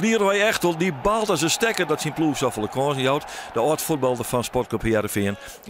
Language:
Western Frisian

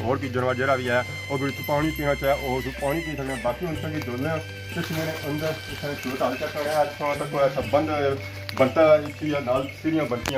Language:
Pahari-Potwari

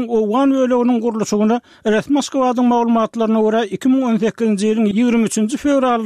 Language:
Turkmen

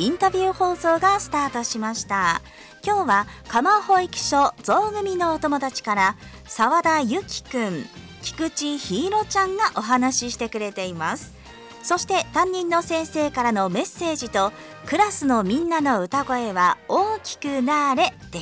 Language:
Japanese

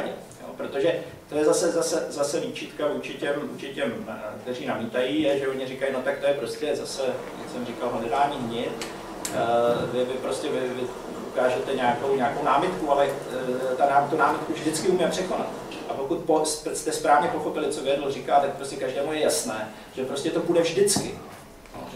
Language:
Czech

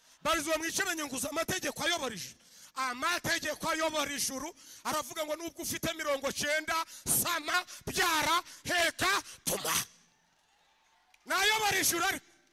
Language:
Kinyarwanda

